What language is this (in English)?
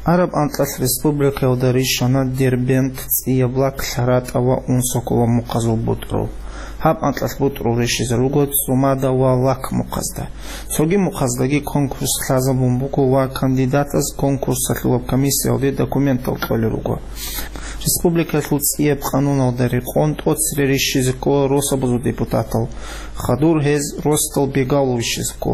Avaric